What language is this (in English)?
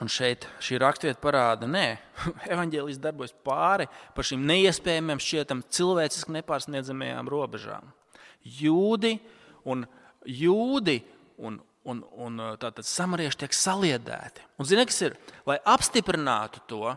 Latvian